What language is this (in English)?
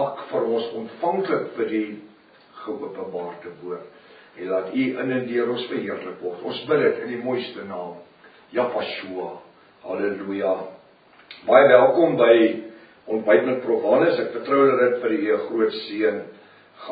Afrikaans